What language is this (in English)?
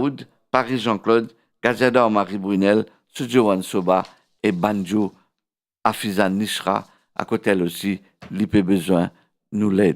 Morisyen